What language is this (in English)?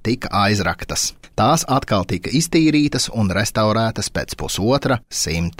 Latvian